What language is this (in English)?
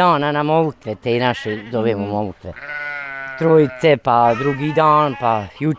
Bosnian